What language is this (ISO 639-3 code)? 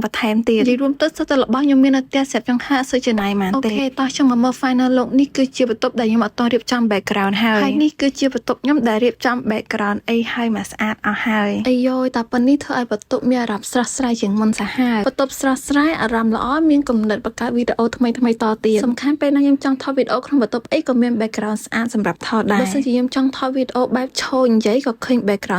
khm